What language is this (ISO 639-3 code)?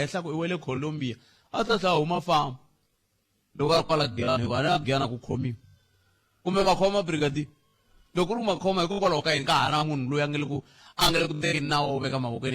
tso